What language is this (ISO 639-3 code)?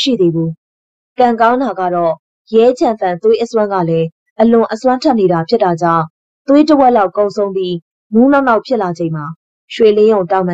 mya